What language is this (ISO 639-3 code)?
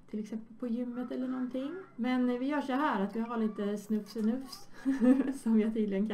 swe